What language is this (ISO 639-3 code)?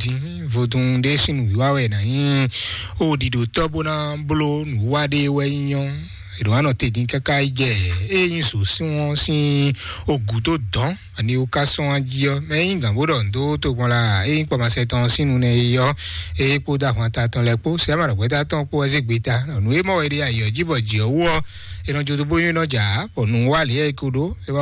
fon